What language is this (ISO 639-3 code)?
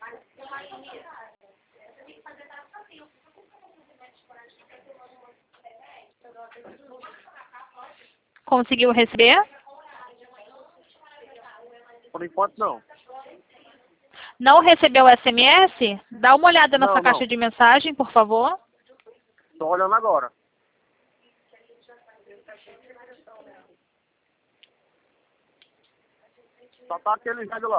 por